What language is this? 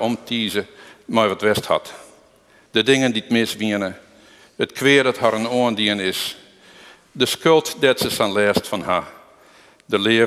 Western Frisian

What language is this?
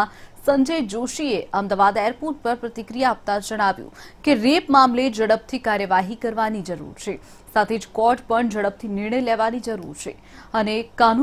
Gujarati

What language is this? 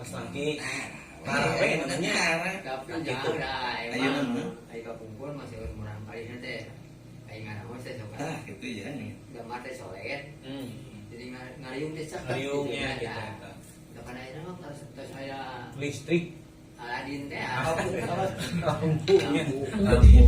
Sundanese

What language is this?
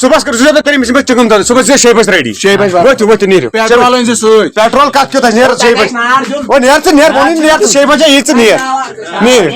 Kashmiri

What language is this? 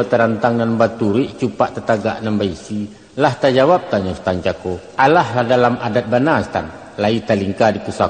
Minangkabau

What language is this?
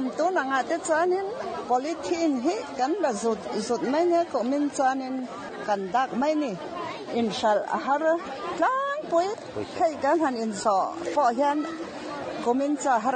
Mizo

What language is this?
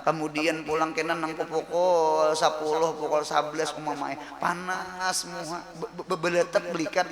Banjar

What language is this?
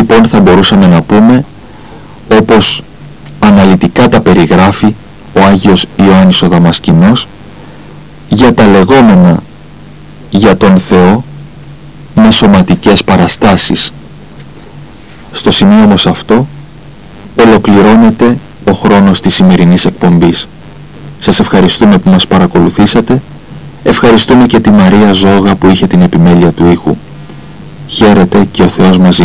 Greek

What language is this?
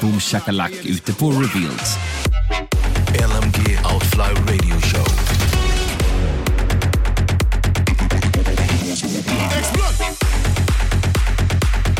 Swedish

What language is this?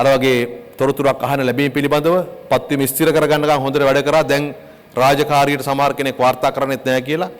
Sinhala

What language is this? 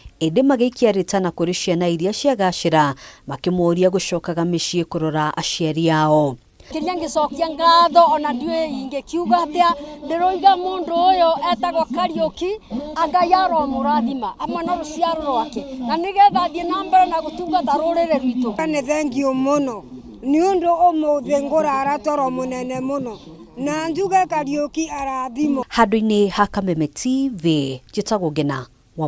Kikuyu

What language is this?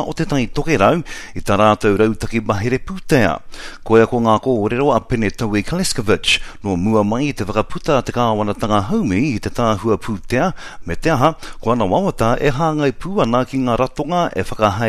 Māori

